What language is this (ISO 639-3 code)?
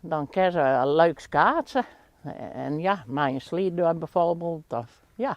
fry